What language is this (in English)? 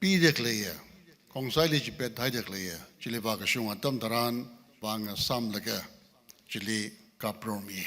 Tangkhul Naga (India)